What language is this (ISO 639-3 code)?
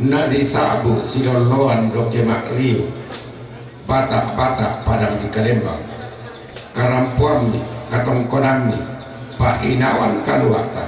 sda